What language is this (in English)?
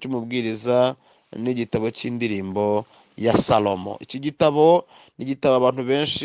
Kinyarwanda